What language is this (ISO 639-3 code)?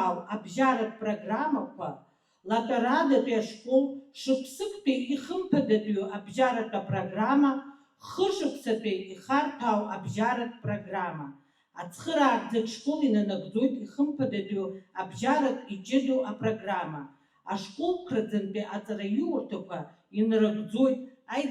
abk